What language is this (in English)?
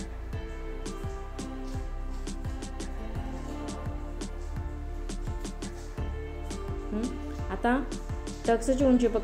Marathi